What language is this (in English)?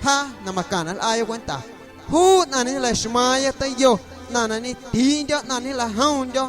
Guerrero Amuzgo